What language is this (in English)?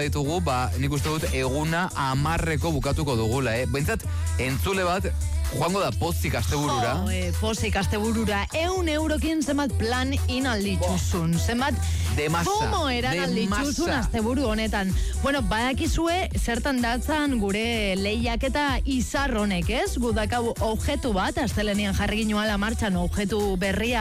Basque